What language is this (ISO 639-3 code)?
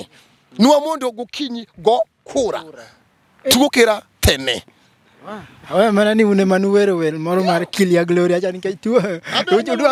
luo